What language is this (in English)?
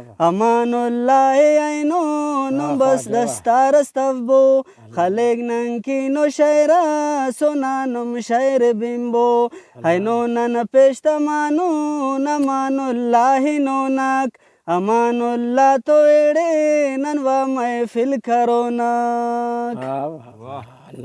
Brahui